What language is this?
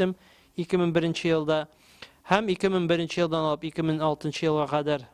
Tatar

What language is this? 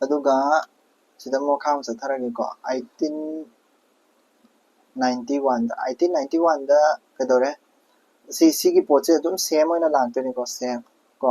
Manipuri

